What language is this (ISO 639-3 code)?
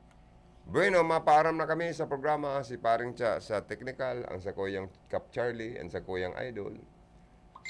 bik